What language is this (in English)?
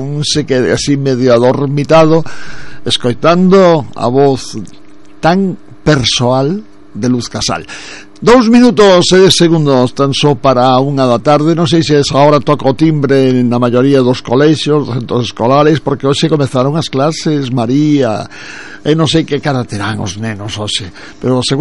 Galician